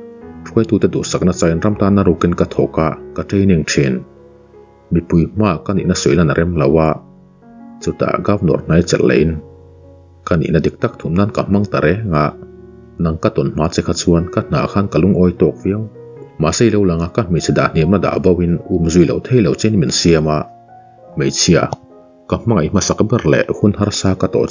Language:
Mizo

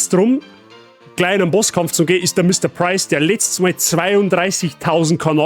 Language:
Bavarian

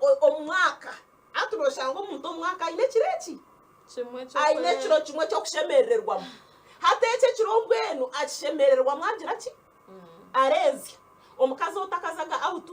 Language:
Nyankole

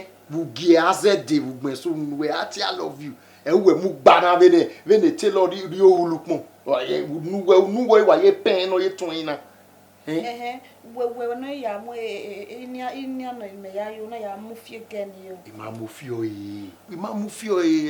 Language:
Bini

